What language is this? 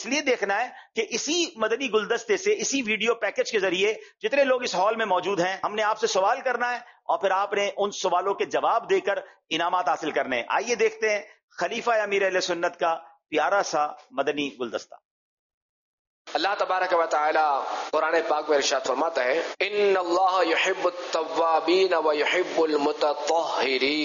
Urdu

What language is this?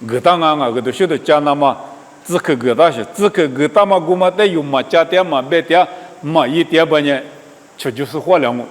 Lisu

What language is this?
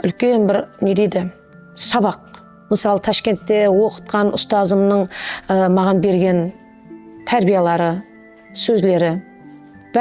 Kara-Kalpak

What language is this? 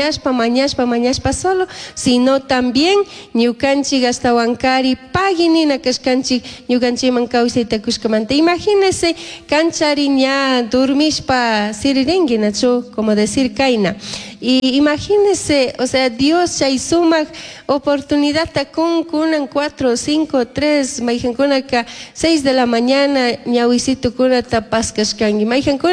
Chimborazo Highland Quichua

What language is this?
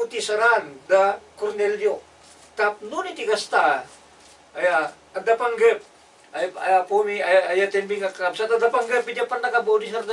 Iloko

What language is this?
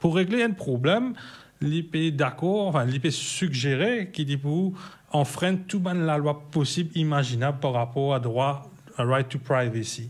Morisyen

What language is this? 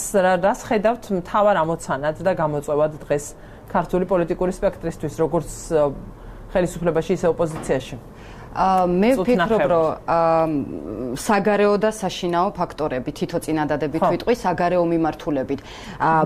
Georgian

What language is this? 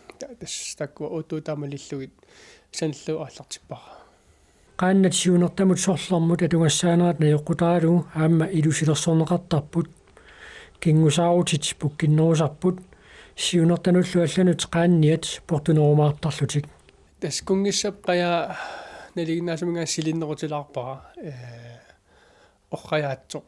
Kalaallisut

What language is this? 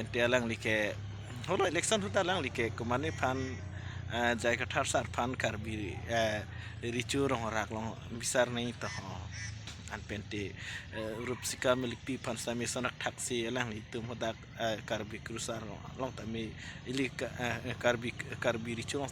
Karbi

